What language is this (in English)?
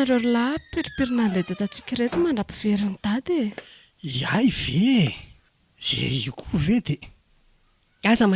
Malagasy